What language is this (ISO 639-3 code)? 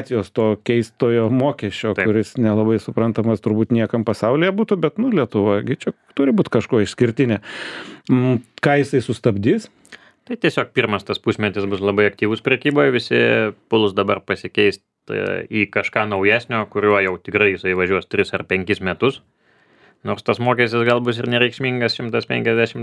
lit